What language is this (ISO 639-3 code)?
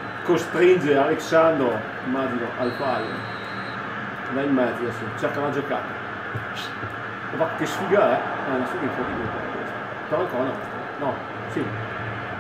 ita